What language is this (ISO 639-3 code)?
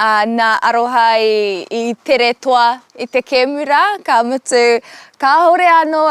mri